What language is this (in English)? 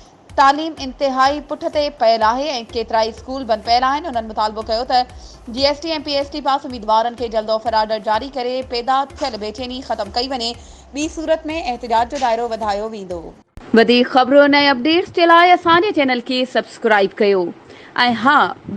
Sindhi